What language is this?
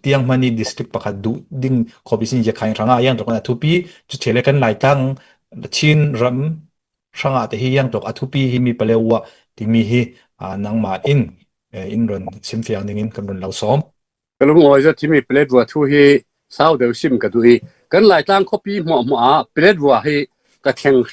Falam Chin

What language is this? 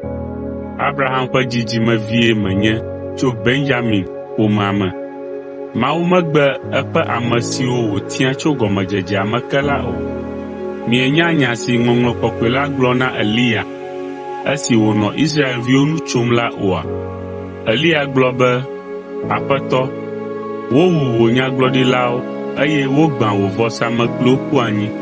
Ewe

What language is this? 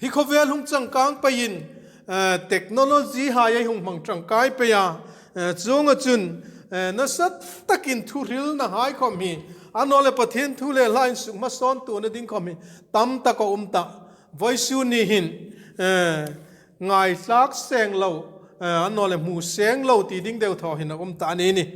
Hmar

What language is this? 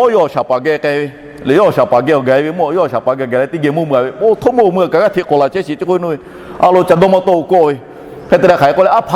Lahu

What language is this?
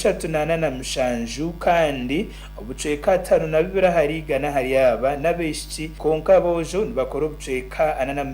Nyankole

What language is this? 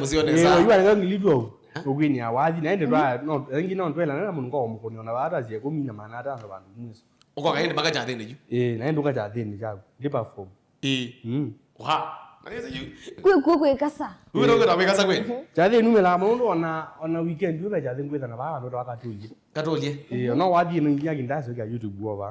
Kamba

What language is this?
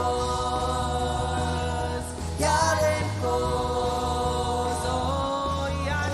Marshallese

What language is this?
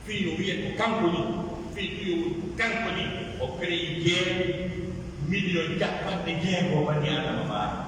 Pular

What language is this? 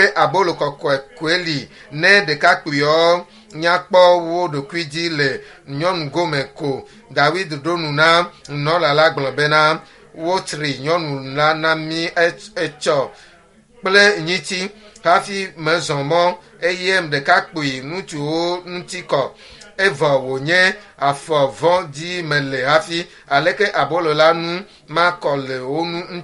Ewe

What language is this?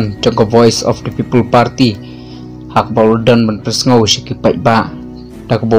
Khasi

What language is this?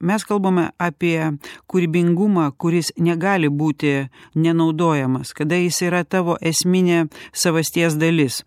Lithuanian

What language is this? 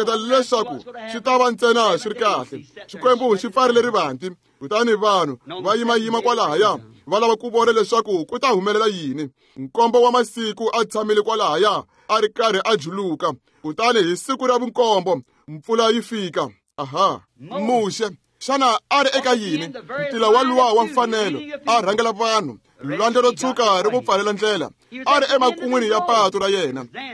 Tsonga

